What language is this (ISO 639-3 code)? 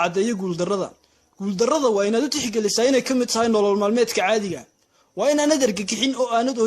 som